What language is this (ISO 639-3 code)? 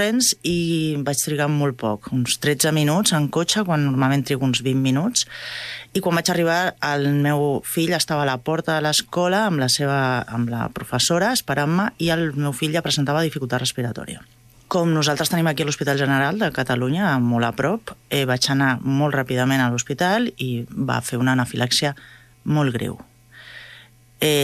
cat